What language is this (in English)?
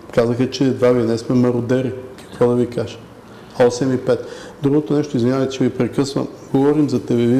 Bulgarian